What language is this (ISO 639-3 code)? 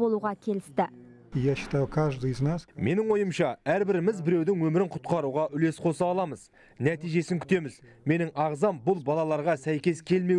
kaz